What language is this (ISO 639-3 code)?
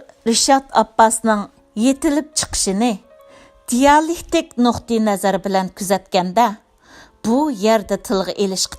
uig